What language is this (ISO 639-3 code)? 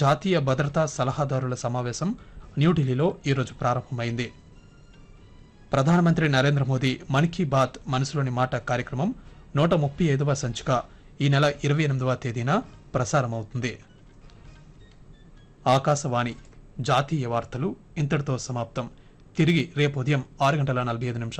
tel